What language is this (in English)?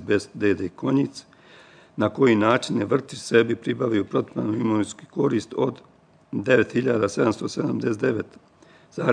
Bosnian